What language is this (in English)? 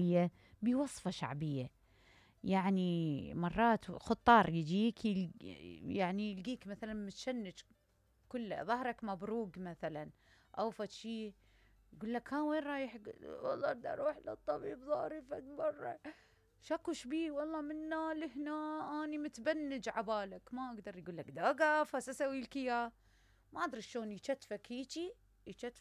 Mesopotamian Arabic